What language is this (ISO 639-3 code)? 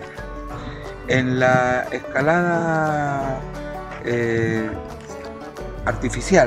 spa